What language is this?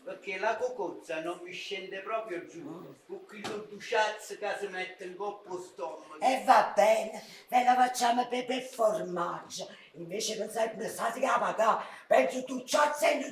Neapolitan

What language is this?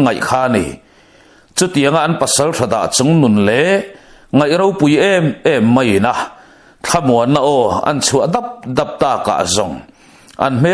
Mizo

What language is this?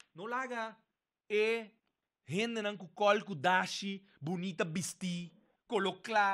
Papiamento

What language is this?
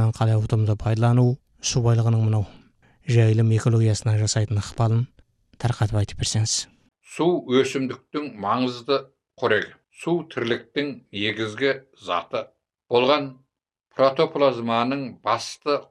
Kazakh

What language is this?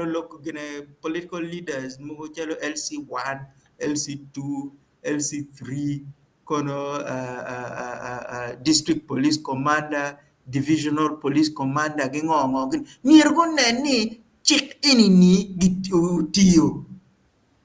Acoli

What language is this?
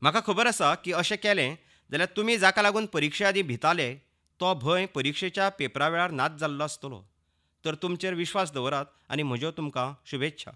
Konkani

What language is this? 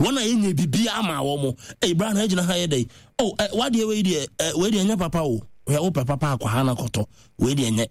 Akan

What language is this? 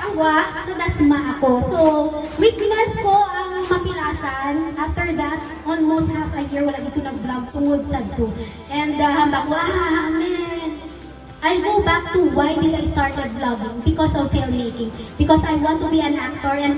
Hiligaynon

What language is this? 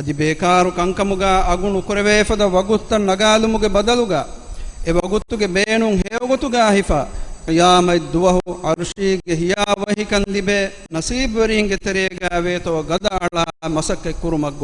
Divehi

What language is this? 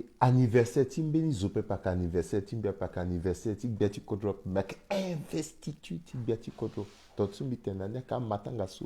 Sango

